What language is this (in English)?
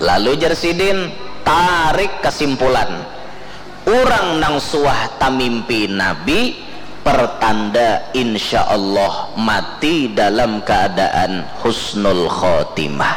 Banjar